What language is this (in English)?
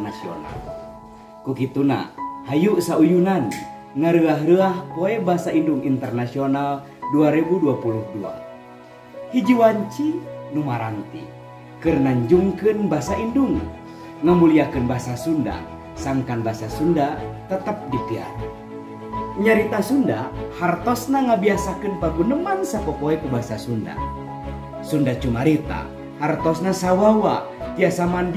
Sundanese